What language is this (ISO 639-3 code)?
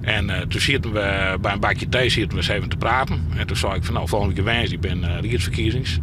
fry